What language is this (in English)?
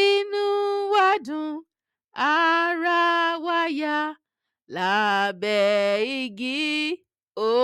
Yoruba